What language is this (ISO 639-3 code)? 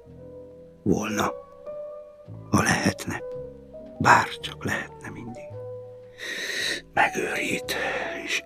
hun